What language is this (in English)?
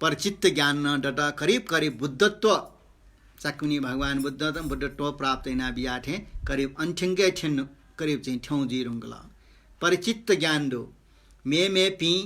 Newari